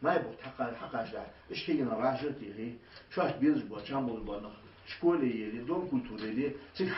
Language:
Ingush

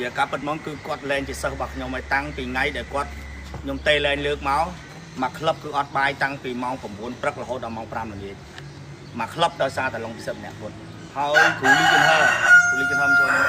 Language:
Khmer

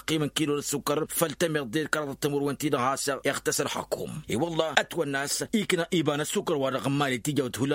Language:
Tamasheq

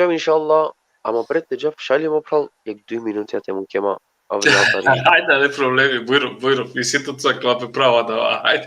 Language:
Balkan Romani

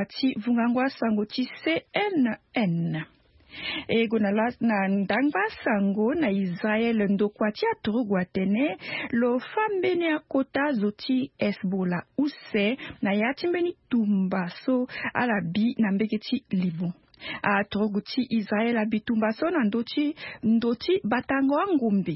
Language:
Sango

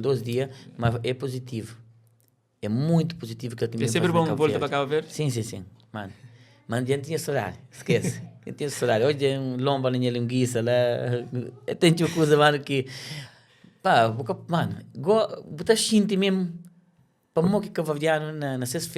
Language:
Kabuverdianu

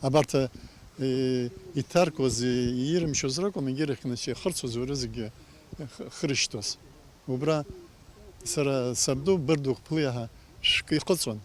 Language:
Abkhazian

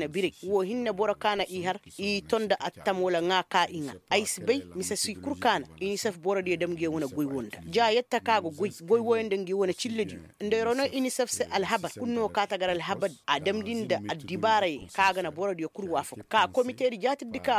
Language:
Koyraboro Senni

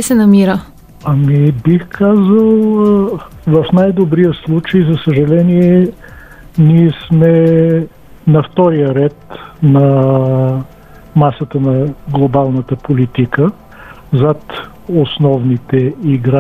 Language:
Bulgarian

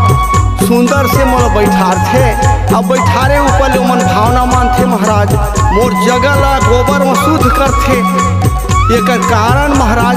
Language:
Chhattisgarhi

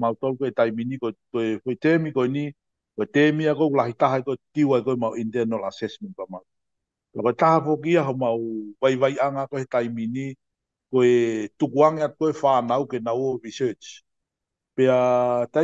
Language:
Tongan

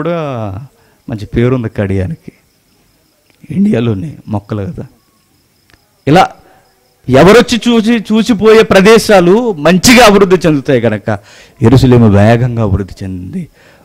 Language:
Telugu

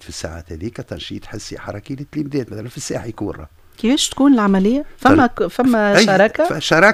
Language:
Tunisian Arabic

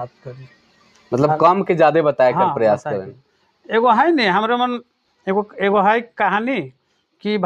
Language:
Sadri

